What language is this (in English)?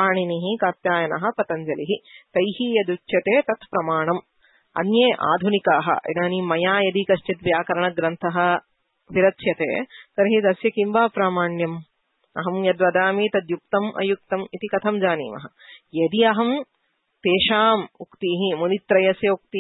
Sanskrit